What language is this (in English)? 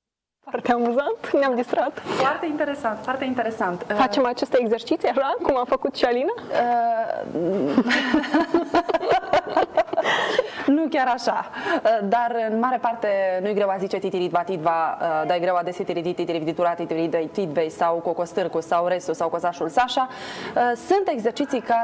Romanian